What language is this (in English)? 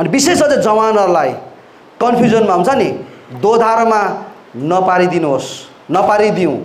Nepali